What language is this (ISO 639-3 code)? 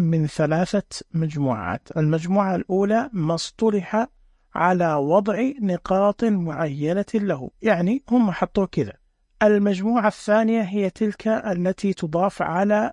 ars